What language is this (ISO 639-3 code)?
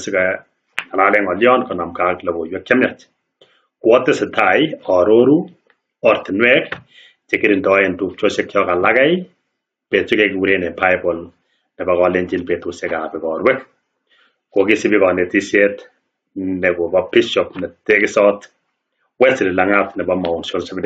kln